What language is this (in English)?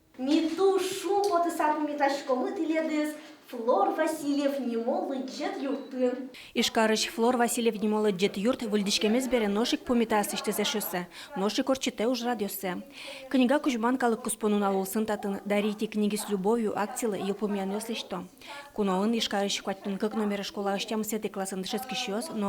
Udmurt